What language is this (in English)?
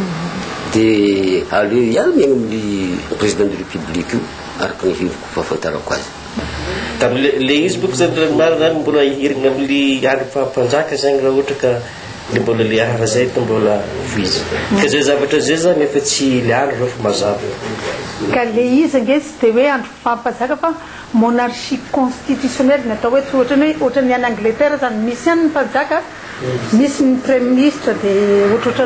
Malagasy